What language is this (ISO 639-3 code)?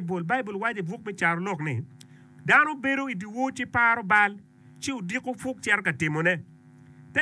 ach